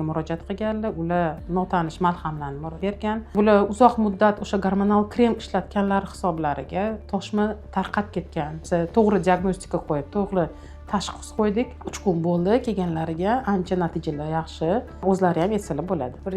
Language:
Uzbek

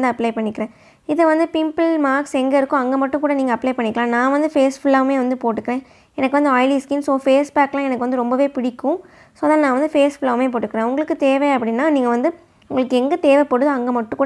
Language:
Tamil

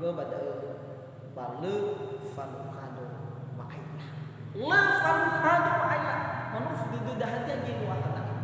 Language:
Nias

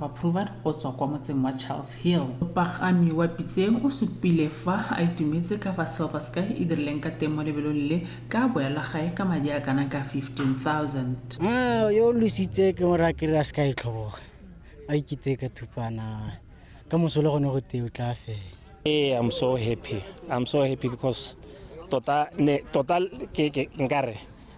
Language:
Tswana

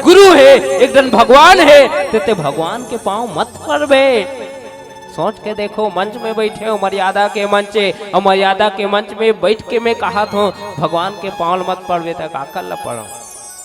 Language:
Chhattisgarhi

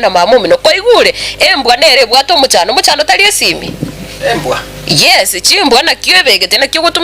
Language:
Gusii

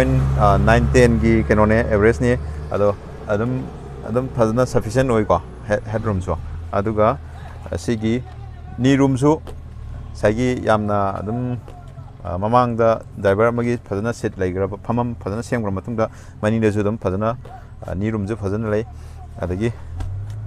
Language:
Manipuri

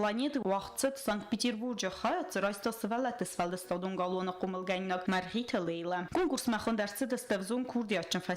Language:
Ossetic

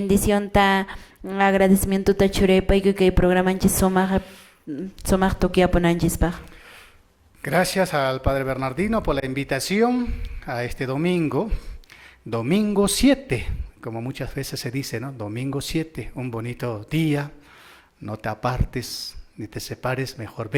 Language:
Quechua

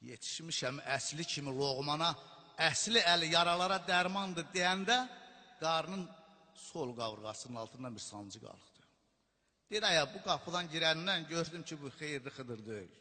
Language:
South Azerbaijani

